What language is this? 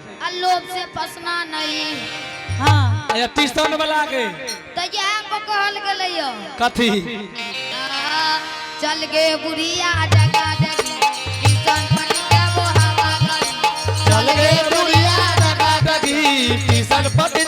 Angika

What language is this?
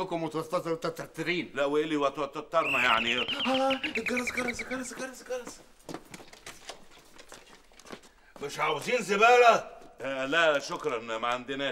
Egyptian Arabic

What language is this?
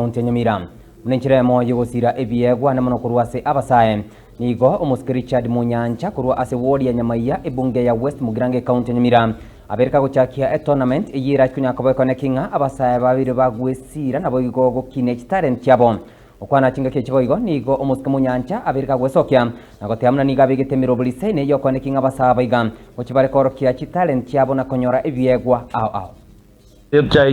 Gusii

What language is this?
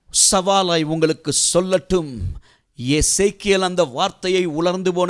Tamil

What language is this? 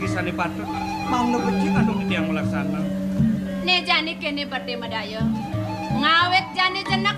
Balinese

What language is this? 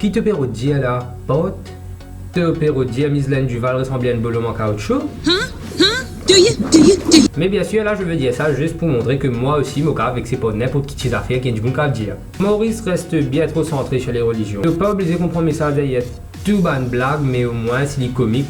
Morisyen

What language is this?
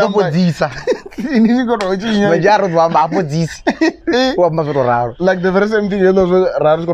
Venda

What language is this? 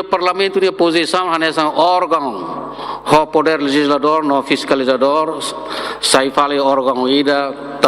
Tetum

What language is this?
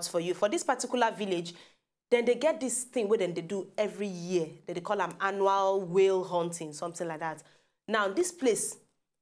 Nigerian Pidgin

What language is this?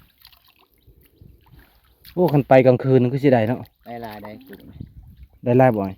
Lao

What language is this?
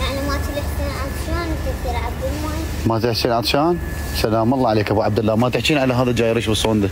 Mesopotamian Arabic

